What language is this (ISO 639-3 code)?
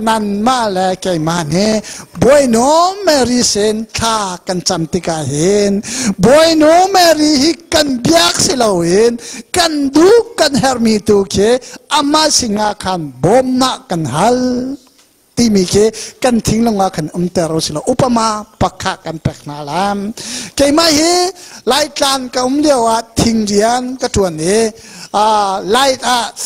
cnh